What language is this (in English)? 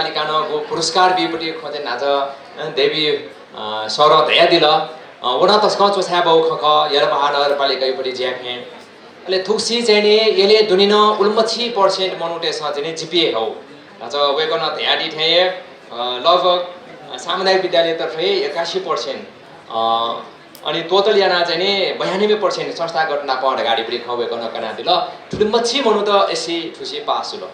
Newari